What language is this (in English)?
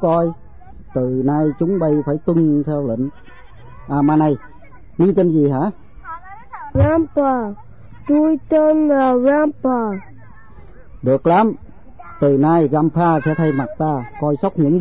Vietnamese